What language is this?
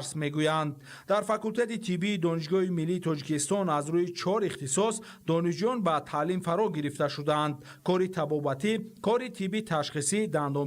Tajik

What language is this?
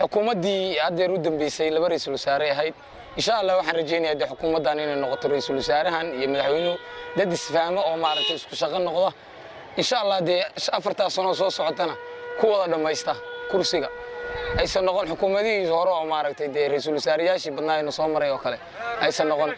Somali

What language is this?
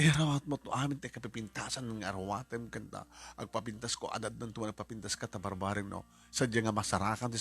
Iloko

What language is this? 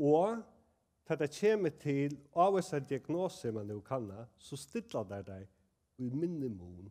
Faroese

